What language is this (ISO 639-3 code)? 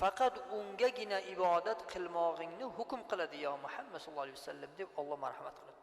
uzb